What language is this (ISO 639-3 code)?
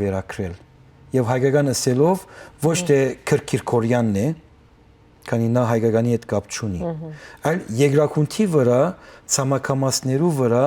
hyw